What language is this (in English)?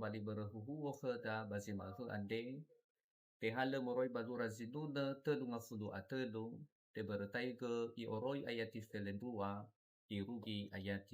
Nias